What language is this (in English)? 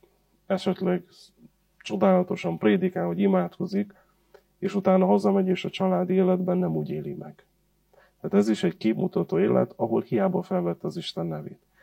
Hungarian